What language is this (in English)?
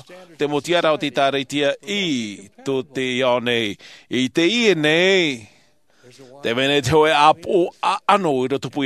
Tahitian